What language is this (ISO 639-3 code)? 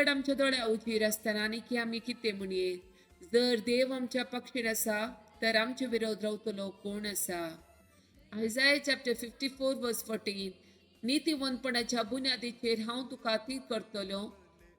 kok